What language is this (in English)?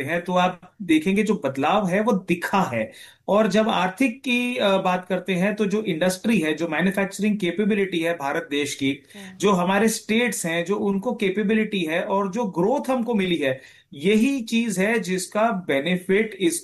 Hindi